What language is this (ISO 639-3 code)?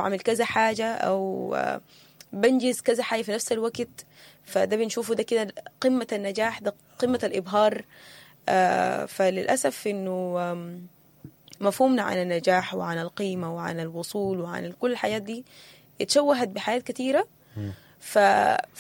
apd